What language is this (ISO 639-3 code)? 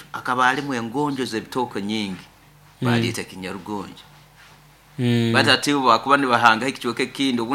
nyo